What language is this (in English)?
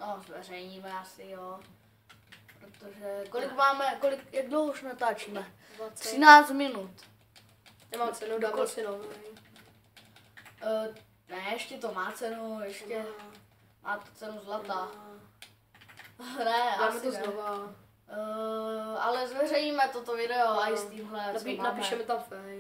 Czech